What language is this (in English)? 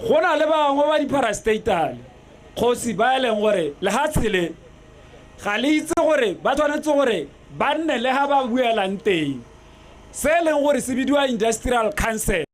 Tswana